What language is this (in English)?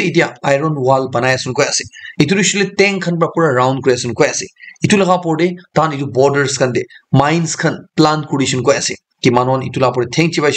Naga Pidgin